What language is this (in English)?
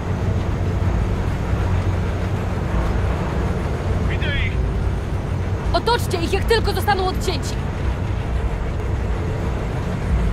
Polish